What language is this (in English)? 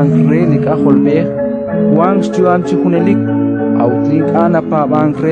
Kekchí